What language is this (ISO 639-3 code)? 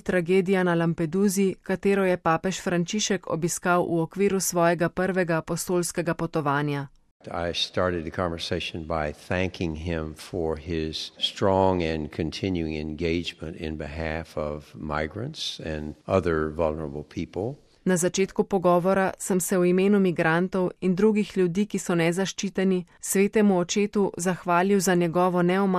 slv